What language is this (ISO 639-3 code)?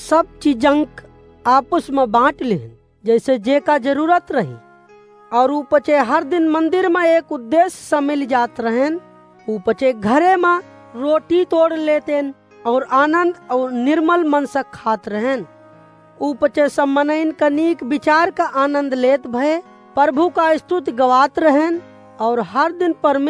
awa